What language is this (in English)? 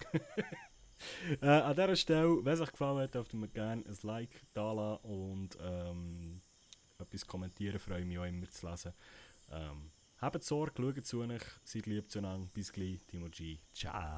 Swiss German